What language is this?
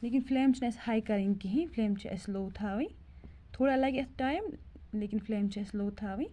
Kashmiri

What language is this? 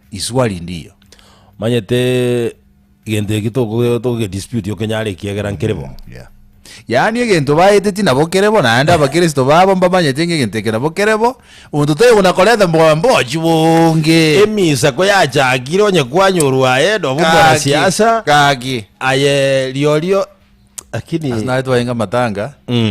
Gusii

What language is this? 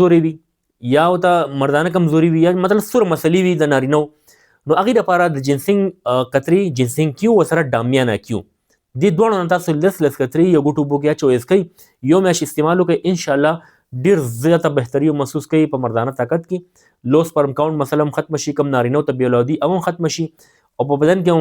Pashto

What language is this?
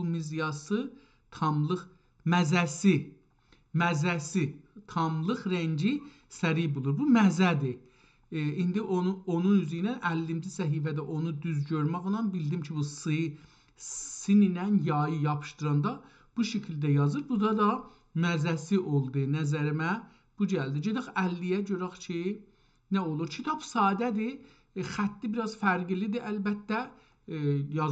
South Azerbaijani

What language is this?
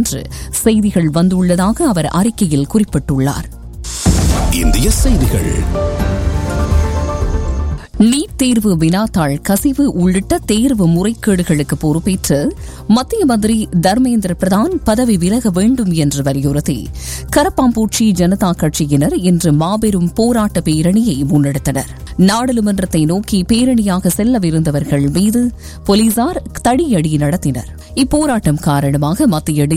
Tamil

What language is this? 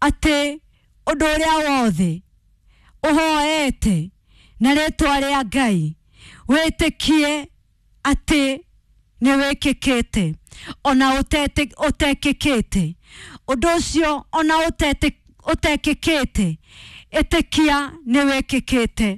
Kikuyu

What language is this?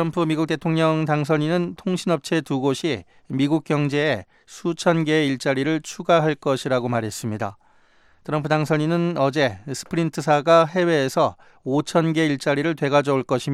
Korean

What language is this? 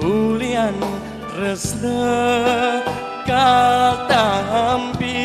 Balinese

